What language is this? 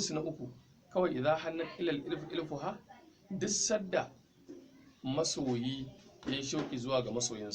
Hausa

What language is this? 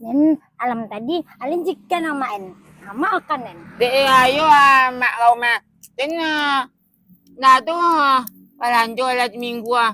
Minangkabau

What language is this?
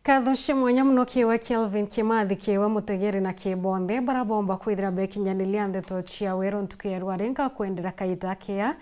Meru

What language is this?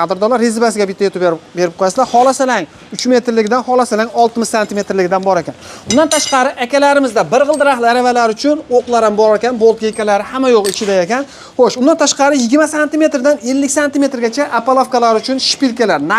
Uzbek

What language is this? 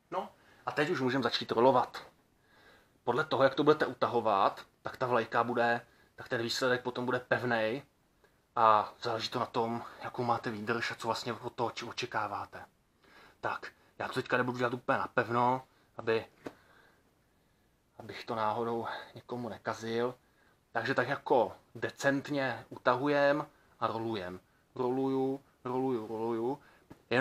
Czech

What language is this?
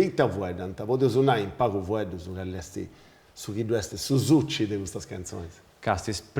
Sardinian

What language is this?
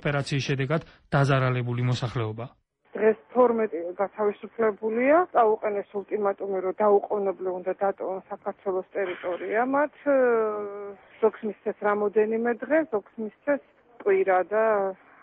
Georgian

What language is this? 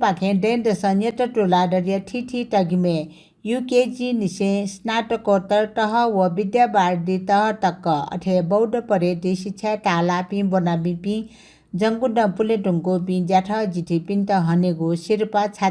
Newari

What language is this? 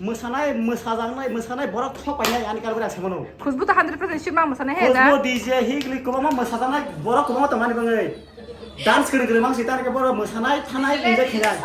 Kok Borok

